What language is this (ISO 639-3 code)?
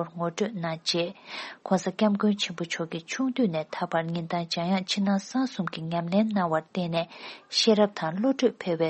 bod